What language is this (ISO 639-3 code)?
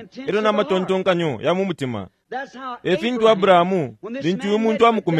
bem